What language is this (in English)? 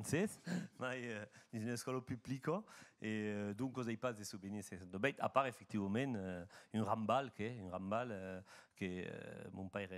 Occitan